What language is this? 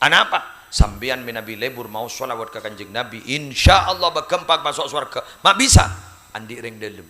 Madurese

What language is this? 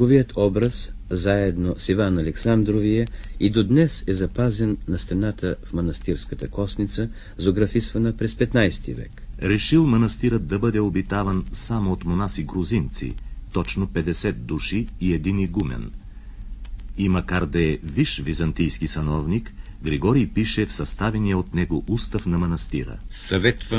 Bulgarian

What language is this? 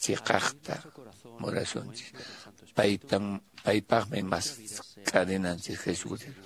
Quechua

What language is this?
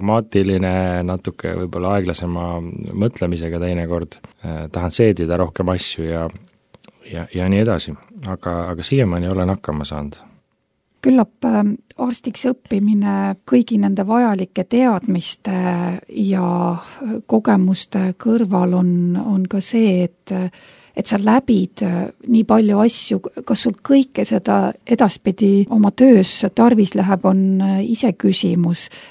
Estonian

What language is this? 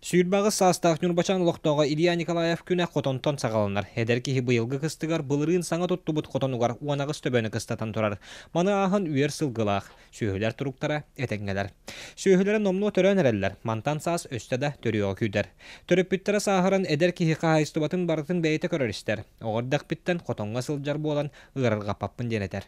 Yakut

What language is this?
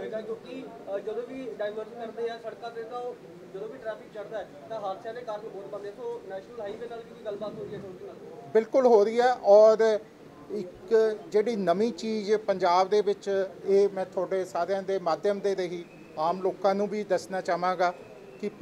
Punjabi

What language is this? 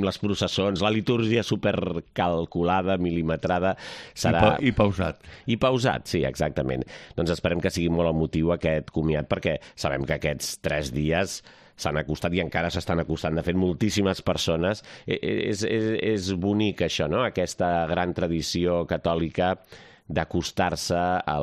Catalan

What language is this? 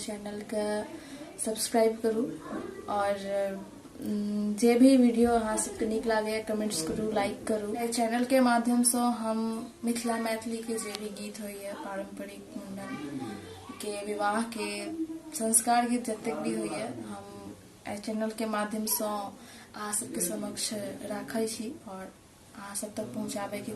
Maithili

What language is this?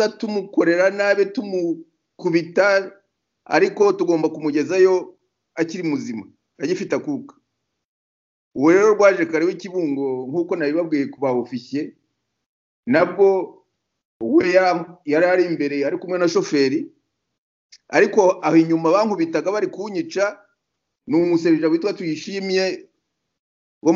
Kinyarwanda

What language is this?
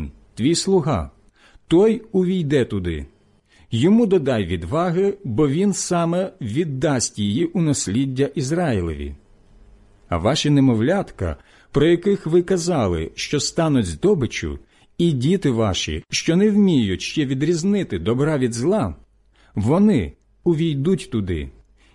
Ukrainian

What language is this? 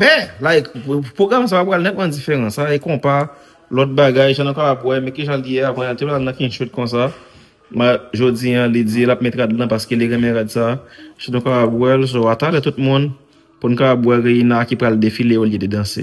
Haitian Creole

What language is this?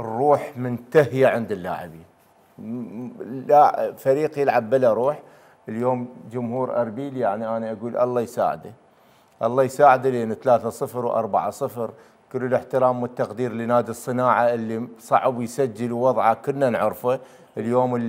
Mesopotamian Arabic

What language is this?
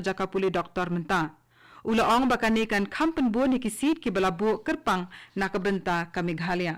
Khasi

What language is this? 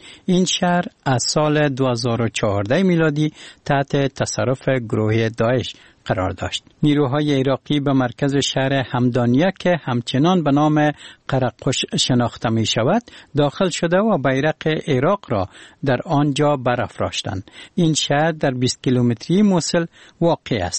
Persian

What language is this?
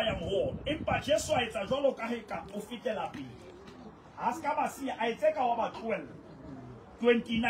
Southern Sotho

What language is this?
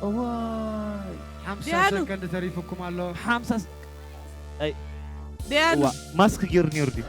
Tigrinya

